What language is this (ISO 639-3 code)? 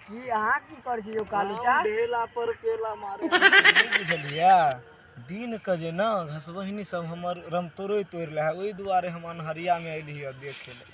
mai